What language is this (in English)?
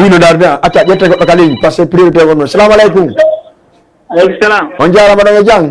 Fula